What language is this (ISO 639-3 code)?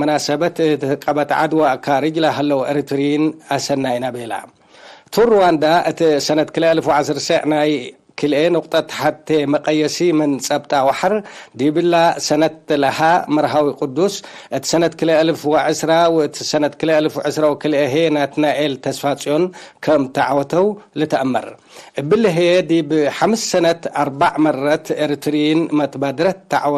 tig